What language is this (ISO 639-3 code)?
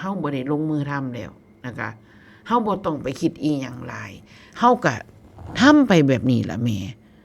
tts